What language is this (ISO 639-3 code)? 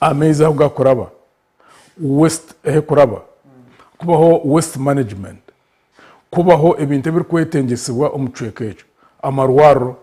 nyn